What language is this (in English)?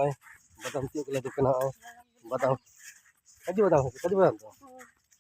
Santali